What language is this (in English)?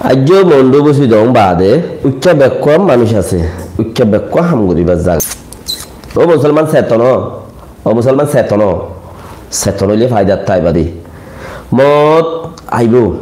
Rohingya